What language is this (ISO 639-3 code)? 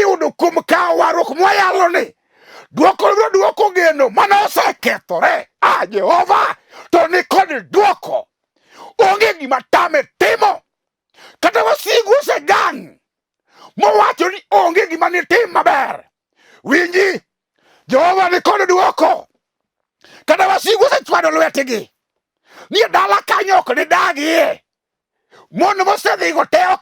luo